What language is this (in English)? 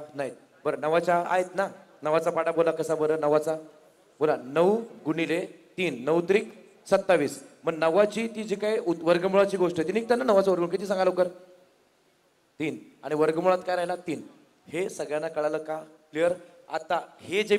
Marathi